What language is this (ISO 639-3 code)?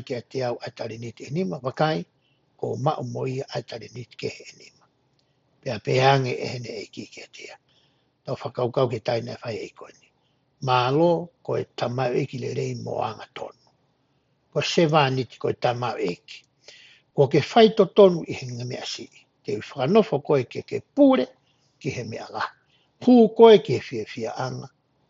ton